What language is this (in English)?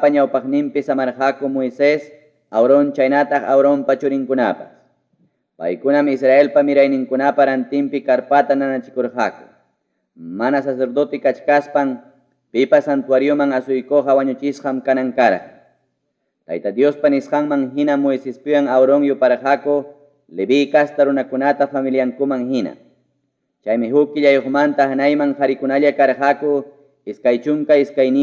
Ayacucho Quechua